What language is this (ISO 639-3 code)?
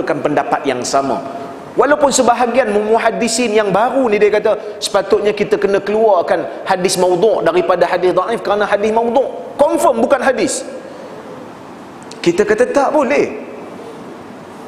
msa